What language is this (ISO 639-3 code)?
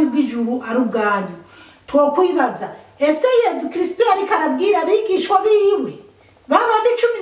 run